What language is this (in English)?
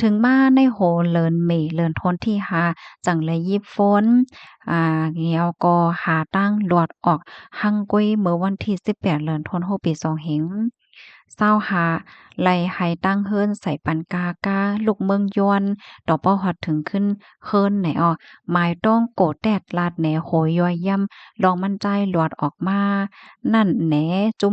Shan